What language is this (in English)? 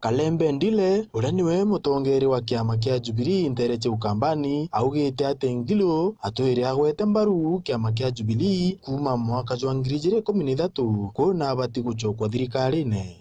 Meru